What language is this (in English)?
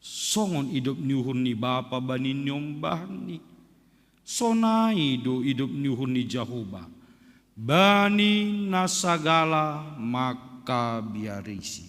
Batak Simalungun